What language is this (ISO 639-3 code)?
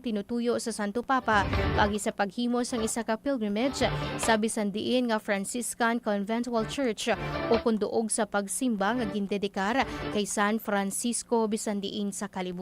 hil